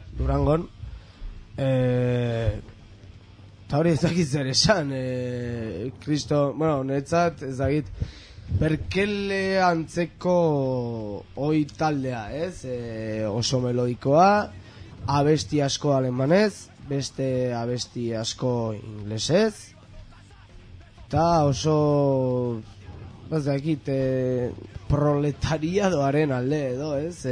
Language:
Basque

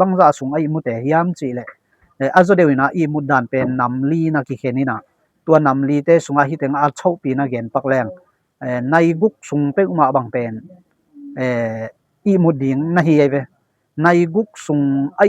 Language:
Tedim Chin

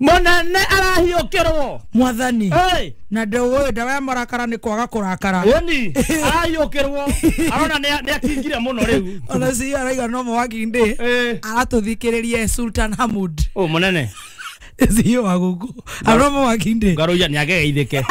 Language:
Kikuyu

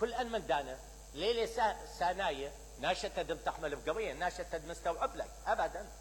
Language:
Mesopotamian Arabic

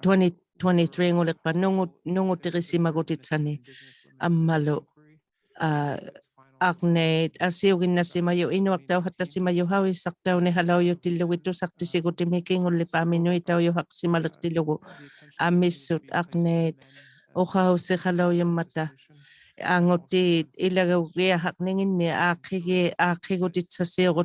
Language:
Inuktitut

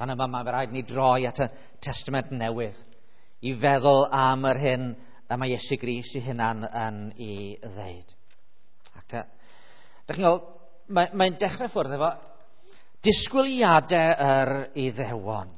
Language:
Welsh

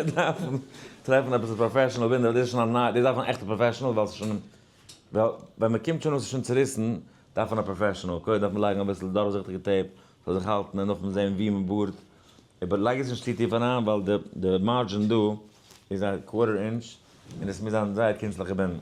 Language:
Yiddish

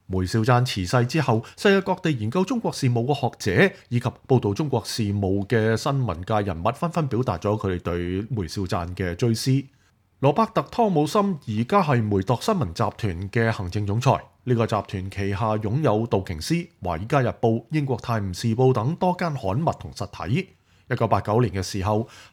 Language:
Cantonese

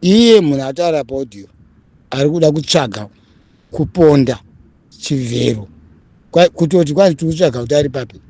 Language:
Shona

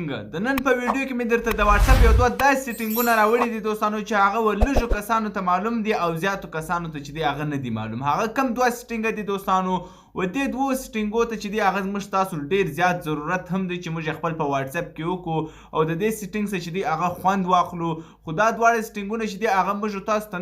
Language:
Pashto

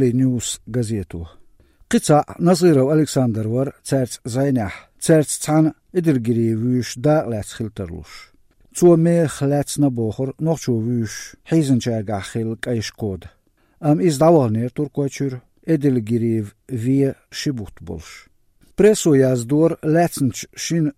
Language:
Chechen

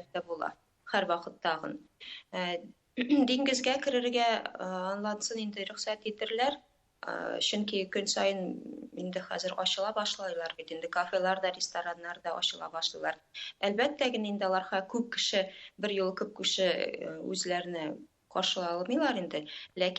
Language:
Tatar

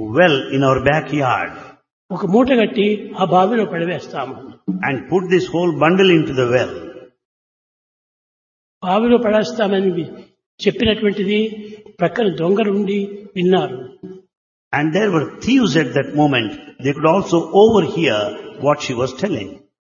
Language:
Telugu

